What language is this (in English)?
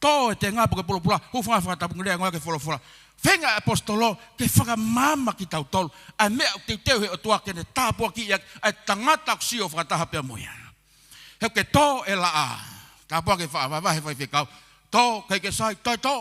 Tongan